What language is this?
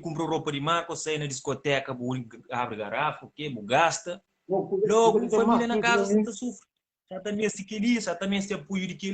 Kabuverdianu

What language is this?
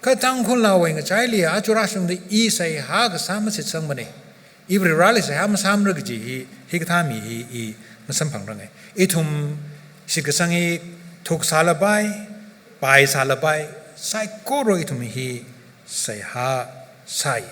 Tangkhul Naga (India)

